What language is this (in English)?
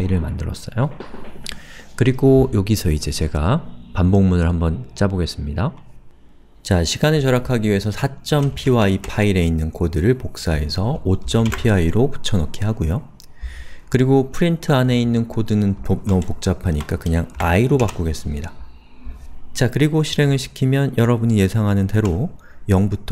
Korean